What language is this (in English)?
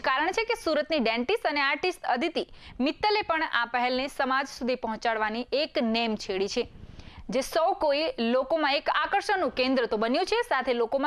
Gujarati